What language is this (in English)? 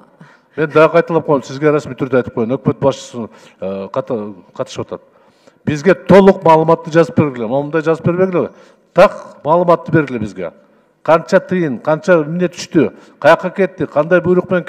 Kyrgyz